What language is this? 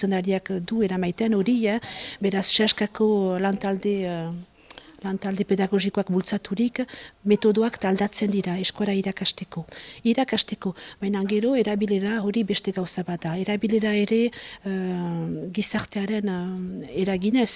Basque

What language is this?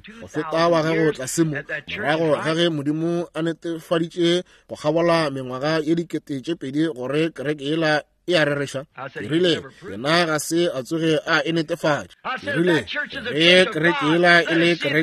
Northern Sotho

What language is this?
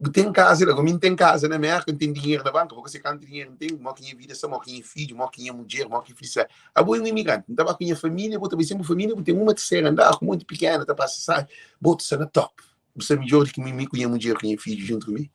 Kabuverdianu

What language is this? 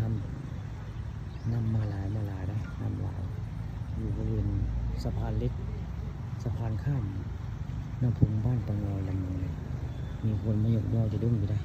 Northeastern Thai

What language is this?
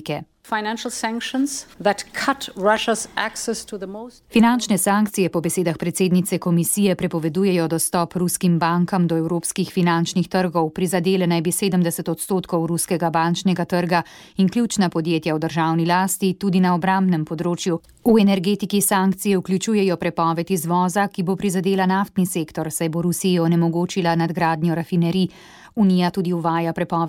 Slovenian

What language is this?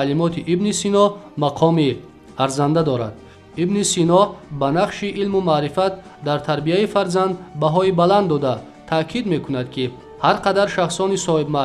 Tajik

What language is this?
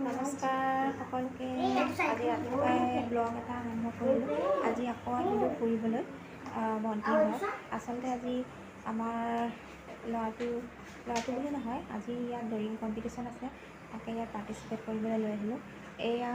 Assamese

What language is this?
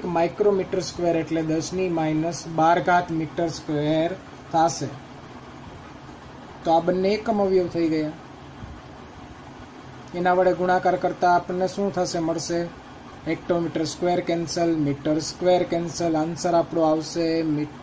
Gujarati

